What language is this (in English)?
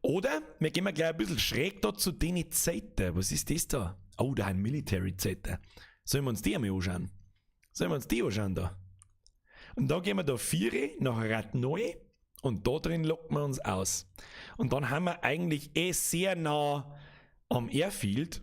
Bavarian